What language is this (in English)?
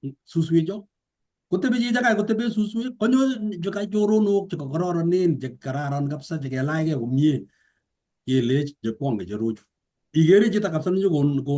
Kalenjin